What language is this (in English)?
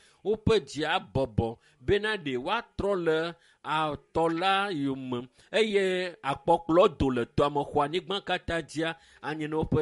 Ewe